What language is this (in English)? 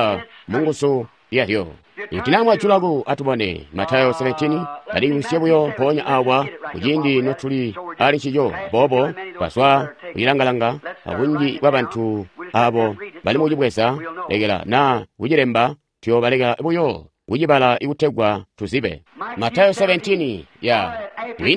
Tonga (Zambia)